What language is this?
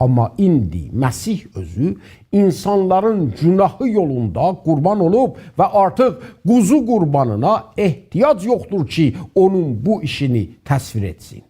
South Azerbaijani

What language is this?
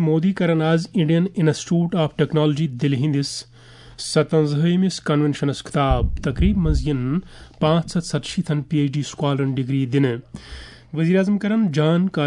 Kashmiri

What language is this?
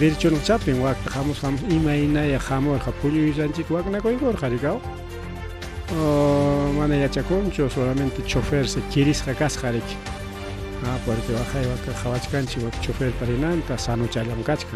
Ayacucho Quechua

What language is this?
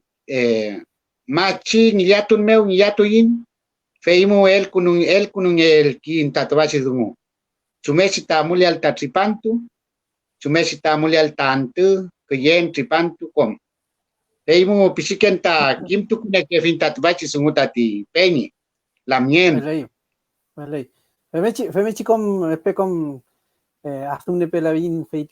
Mapuche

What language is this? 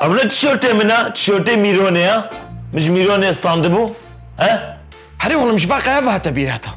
Kurdish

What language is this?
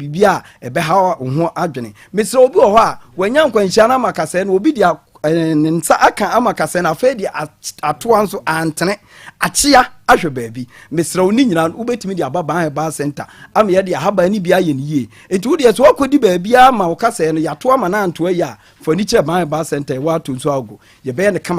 Akan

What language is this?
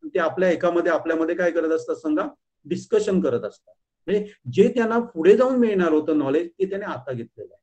Marathi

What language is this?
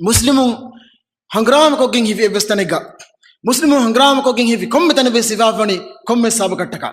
Divehi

